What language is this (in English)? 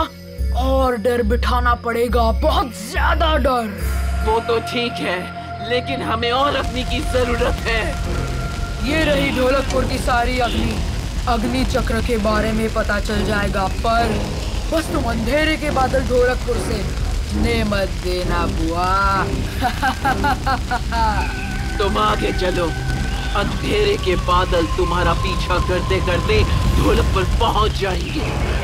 Hindi